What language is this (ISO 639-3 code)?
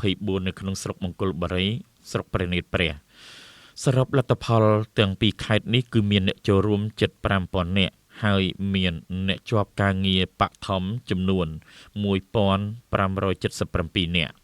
khm